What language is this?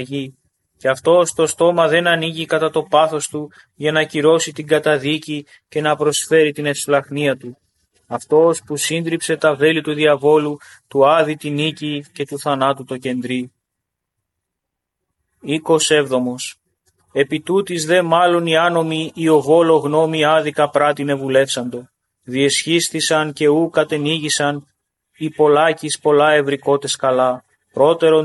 Greek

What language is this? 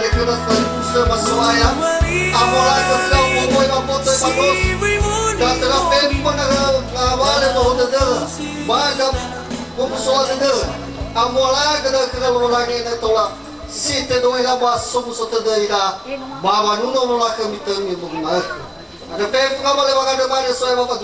Nias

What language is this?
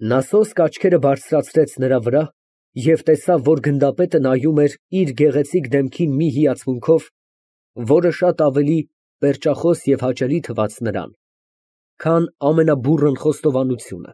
Armenian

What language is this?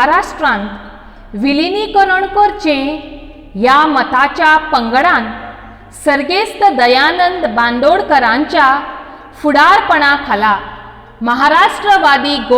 Konkani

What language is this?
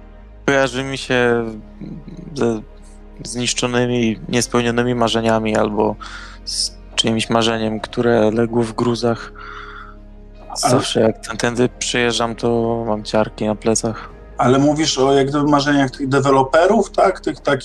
Polish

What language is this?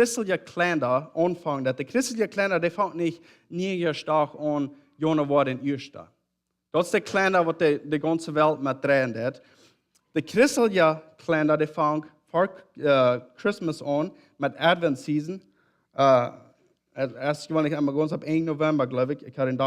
Plautdietsch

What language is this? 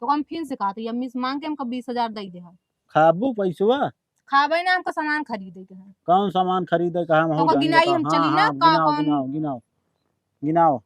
Awadhi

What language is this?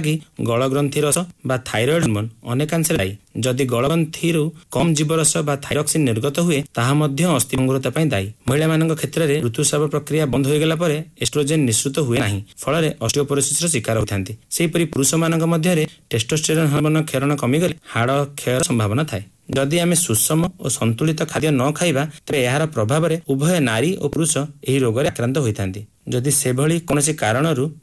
Odia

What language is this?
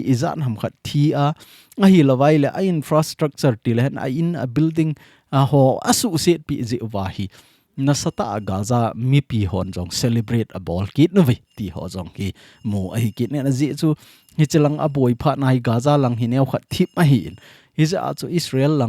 Thado Chin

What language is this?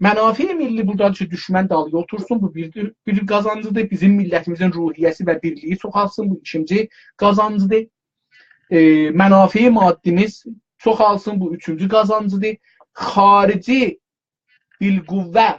South Azerbaijani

